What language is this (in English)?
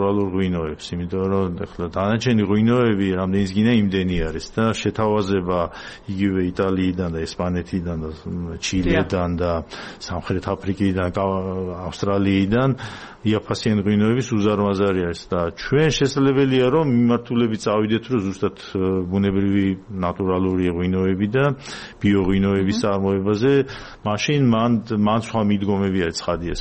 Georgian